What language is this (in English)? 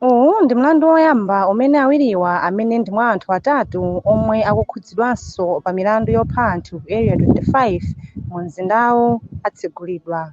Nyanja